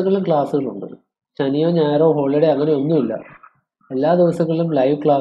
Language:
Malayalam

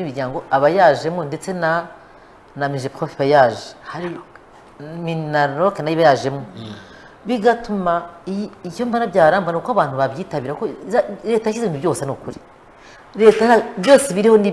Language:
Kinyarwanda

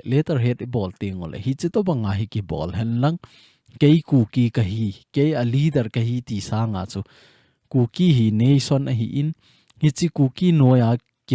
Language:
Thado Chin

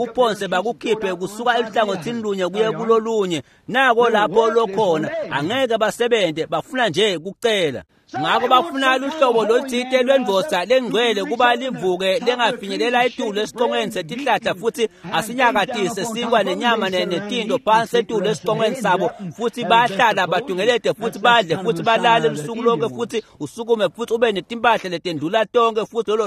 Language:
Swati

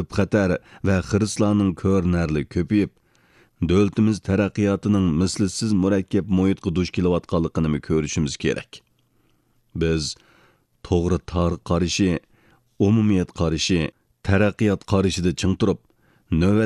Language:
Uyghur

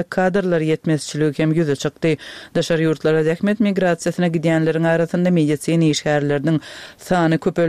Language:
Turkmen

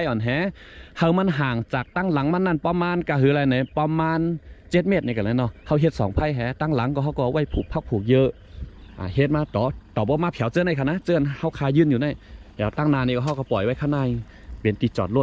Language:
Shan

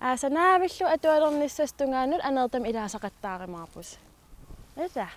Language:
Kalaallisut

